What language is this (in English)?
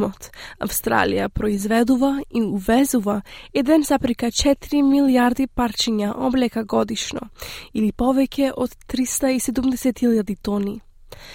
Macedonian